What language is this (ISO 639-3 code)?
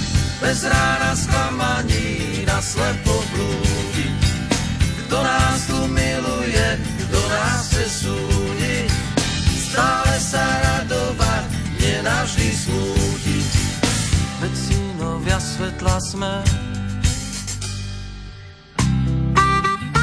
slk